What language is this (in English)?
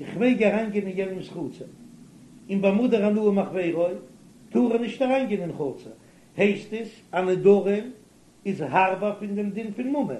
Yiddish